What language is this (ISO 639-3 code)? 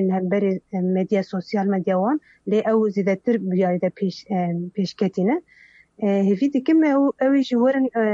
kur